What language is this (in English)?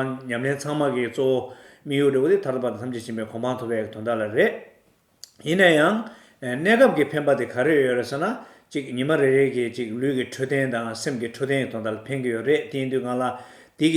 Tibetan